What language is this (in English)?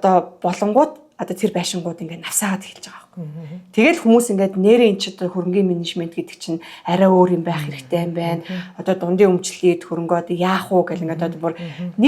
Mongolian